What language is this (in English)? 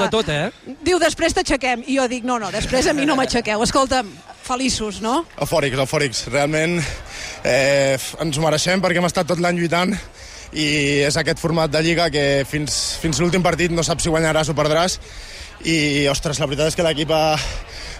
Catalan